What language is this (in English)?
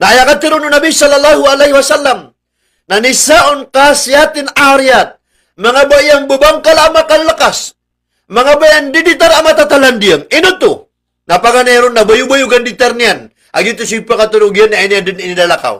Maranao